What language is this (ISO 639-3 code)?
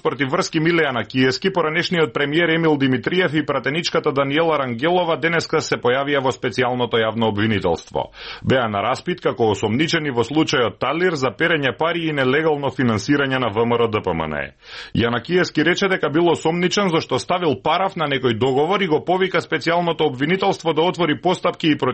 mkd